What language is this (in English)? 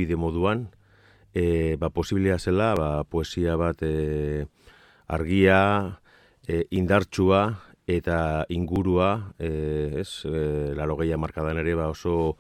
Basque